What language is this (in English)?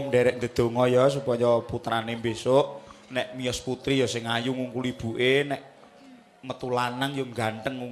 Javanese